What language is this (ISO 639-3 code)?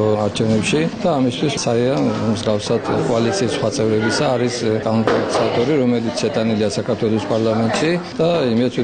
kat